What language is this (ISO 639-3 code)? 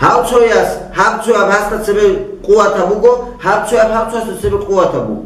ava